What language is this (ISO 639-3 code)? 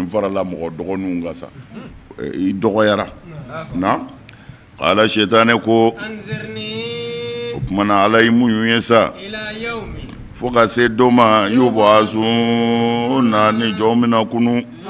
bam